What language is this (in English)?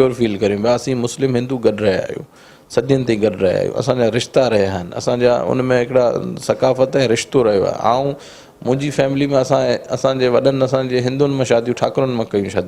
Sindhi